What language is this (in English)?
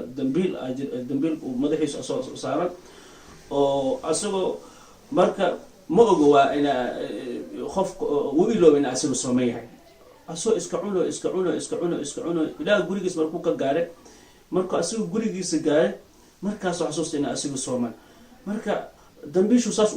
Somali